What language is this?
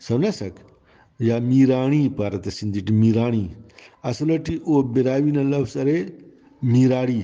Brahui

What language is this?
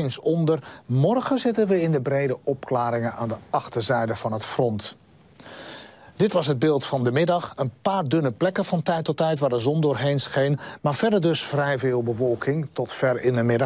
Dutch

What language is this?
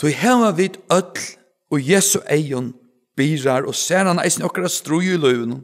Faroese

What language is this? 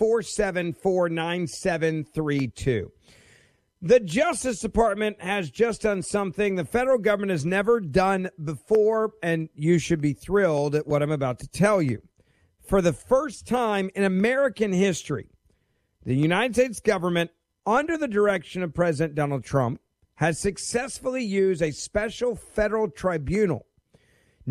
English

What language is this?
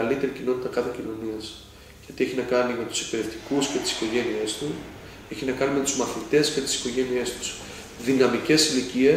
Greek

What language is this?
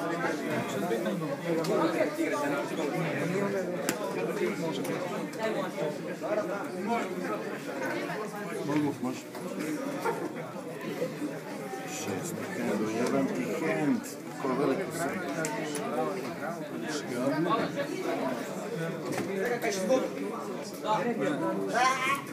Croatian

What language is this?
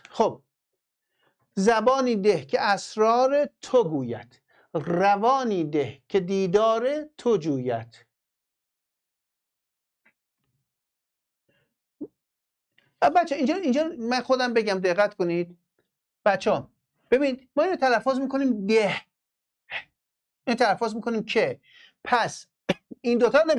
Persian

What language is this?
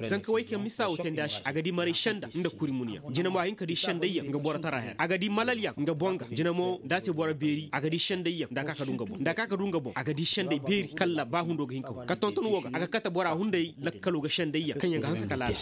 Koyraboro Senni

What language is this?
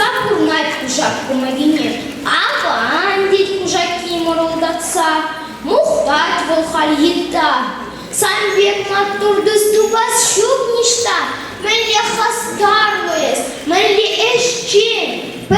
Chuvash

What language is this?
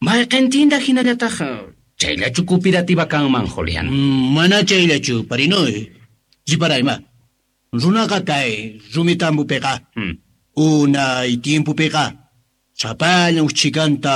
Quechua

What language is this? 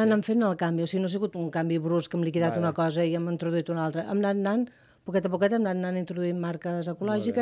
Catalan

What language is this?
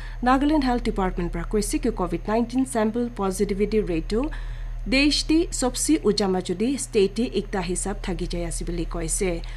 Naga Pidgin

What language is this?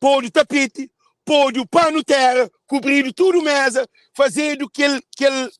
Kabuverdianu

